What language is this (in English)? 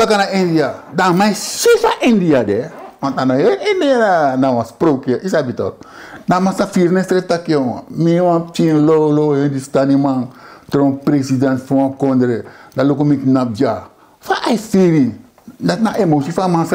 Sranan Tongo